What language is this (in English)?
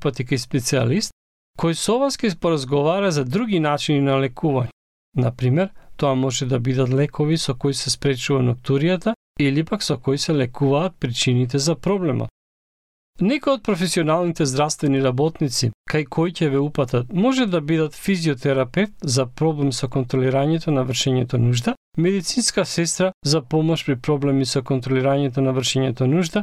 Macedonian